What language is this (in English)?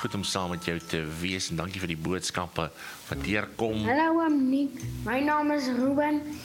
Afrikaans